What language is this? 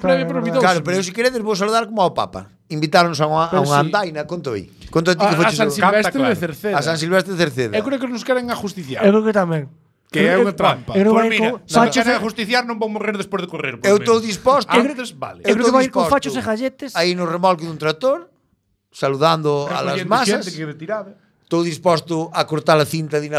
Galician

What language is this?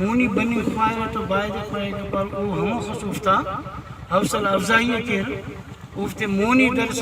Brahui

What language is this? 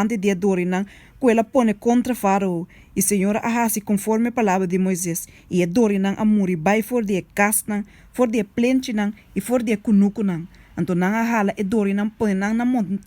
Papiamento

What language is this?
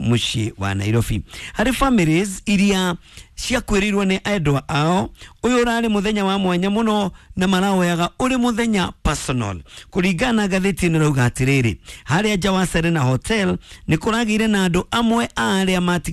Kikuyu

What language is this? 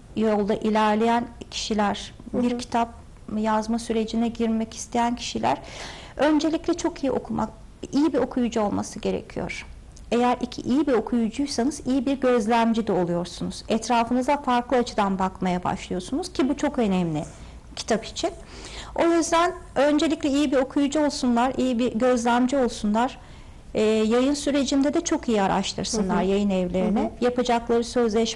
Turkish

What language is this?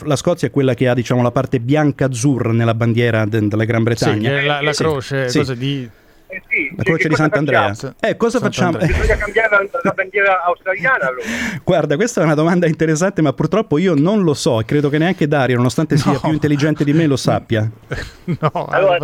Italian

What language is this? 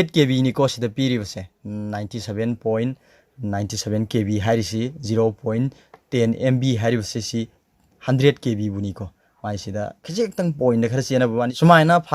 Manipuri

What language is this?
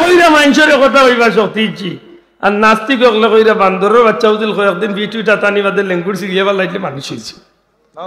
Sylheti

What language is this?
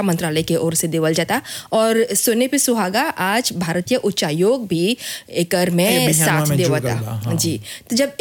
Bhojpuri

